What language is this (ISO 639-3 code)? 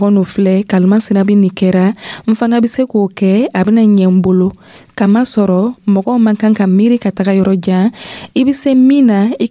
dyu